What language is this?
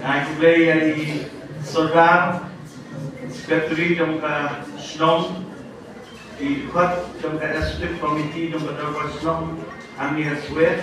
Khasi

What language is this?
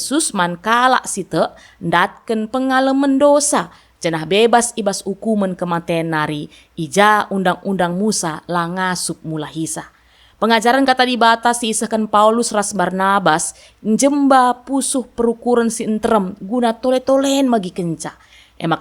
Batak Karo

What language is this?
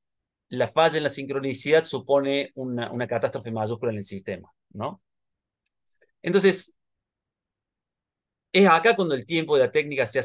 Spanish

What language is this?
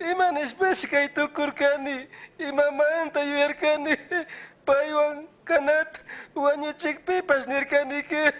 Chimborazo Highland Quichua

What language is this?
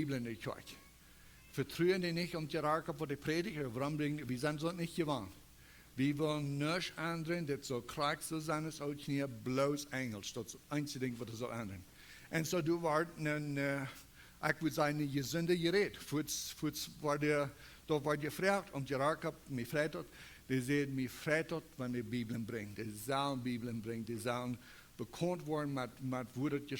Plautdietsch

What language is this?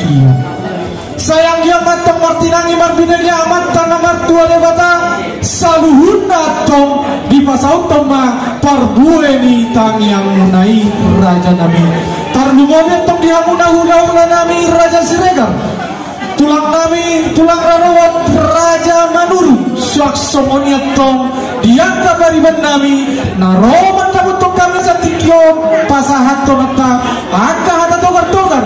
Batak Toba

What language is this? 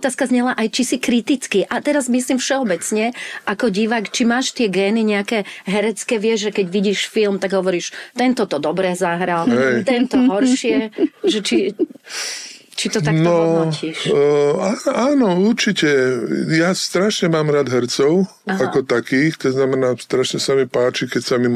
Slovak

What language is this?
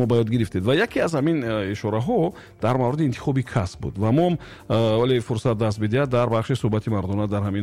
Tajik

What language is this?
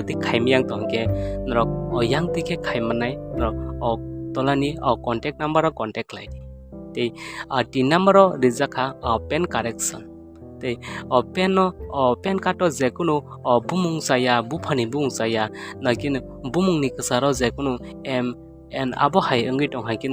Kok Borok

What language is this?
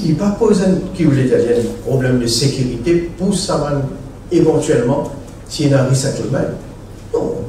Morisyen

